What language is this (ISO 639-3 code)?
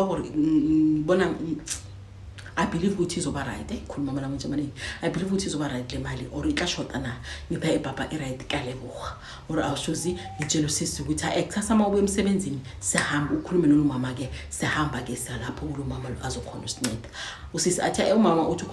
zul